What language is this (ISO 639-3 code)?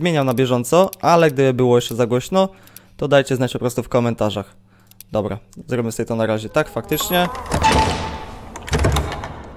pol